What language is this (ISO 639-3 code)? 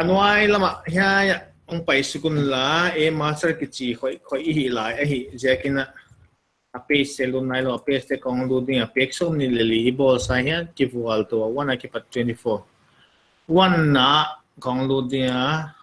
pck